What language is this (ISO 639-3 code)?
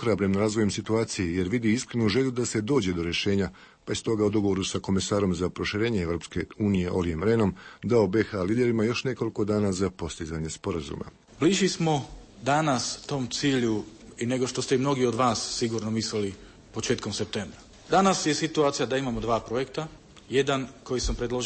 hrv